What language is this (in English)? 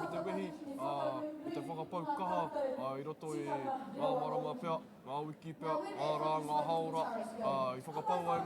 Māori